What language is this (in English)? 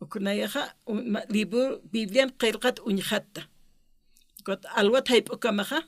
Aymara